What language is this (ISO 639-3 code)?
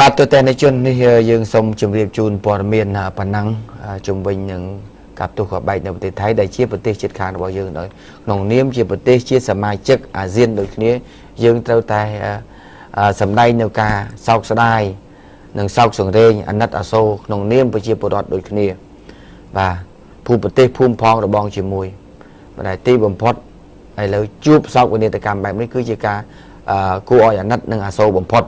khm